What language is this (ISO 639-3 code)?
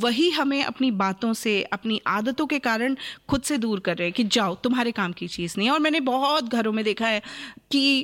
hin